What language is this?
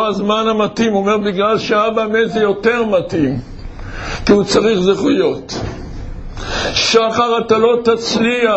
Hebrew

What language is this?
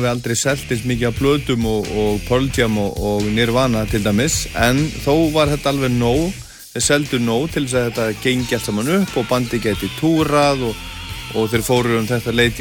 Icelandic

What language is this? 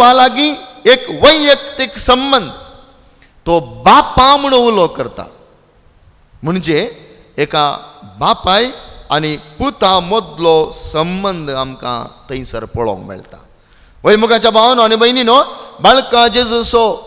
Konkani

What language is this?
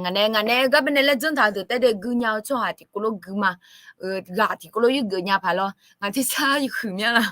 Akha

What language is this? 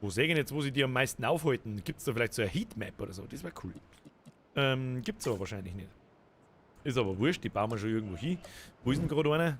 Bavarian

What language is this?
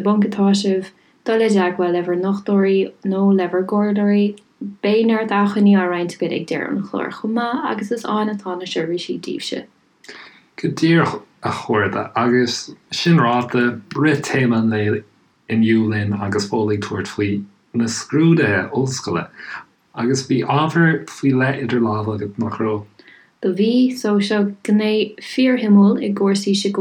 Irish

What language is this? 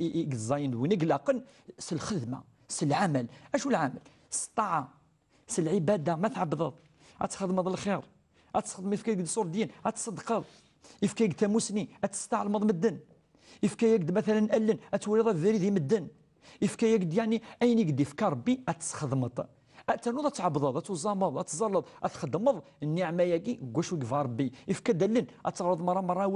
Kabyle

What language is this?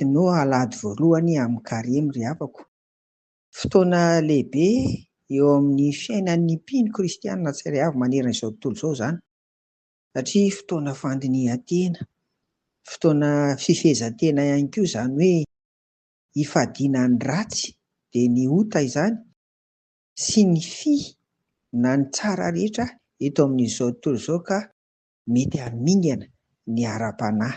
Malagasy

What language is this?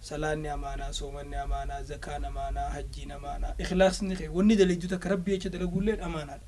Oromo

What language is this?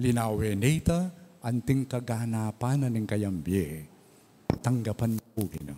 Pampanga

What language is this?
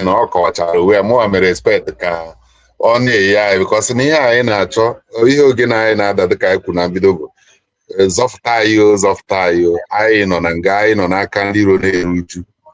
Igbo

